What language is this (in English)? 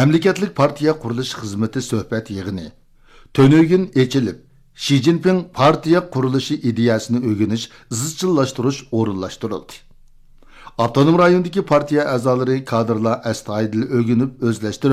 Uyghur